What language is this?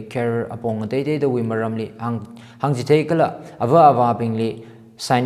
Tangkhul Naga (India)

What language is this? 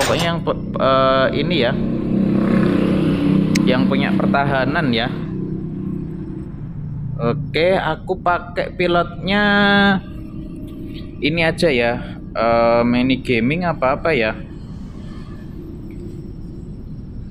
Indonesian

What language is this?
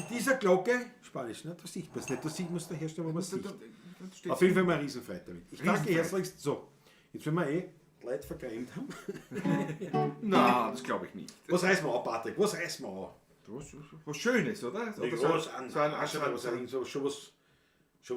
Bavarian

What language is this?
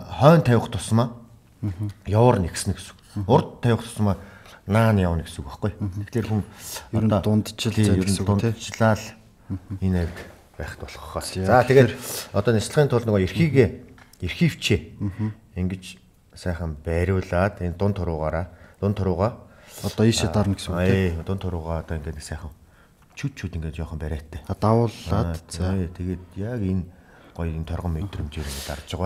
Mongolian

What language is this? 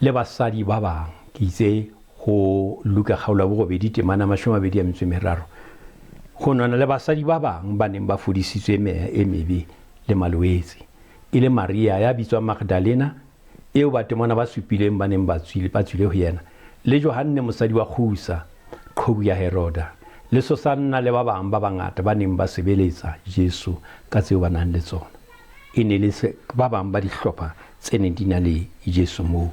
Southern Sotho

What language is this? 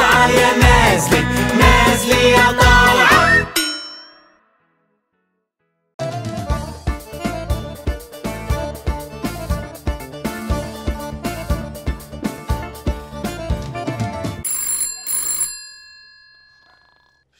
South Levantine Arabic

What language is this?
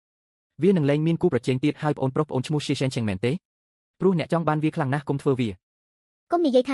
Khmer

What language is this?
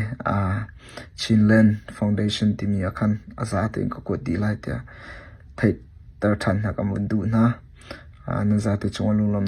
Hakha Chin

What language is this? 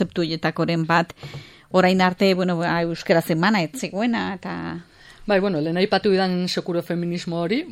Basque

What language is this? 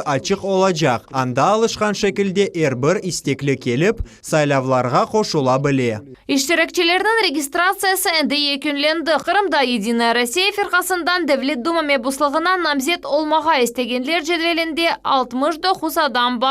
Crimean Tatar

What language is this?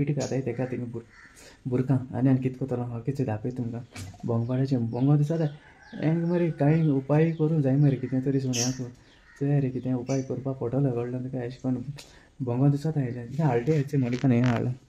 Konkani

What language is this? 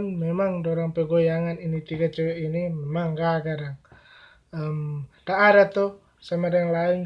Manado Malay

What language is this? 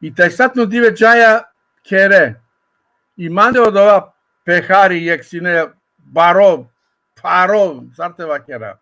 Balkan Romani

